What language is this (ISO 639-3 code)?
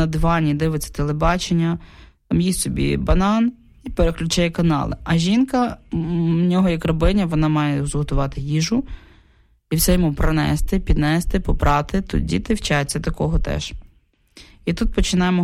ukr